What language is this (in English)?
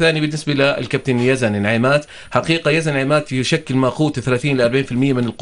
North Levantine Arabic